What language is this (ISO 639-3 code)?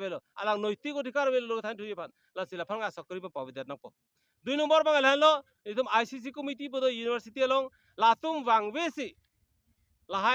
mjw